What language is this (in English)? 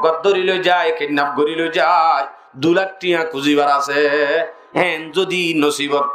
Rohingya